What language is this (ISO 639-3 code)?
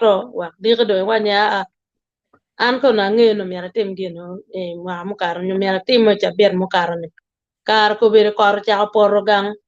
ach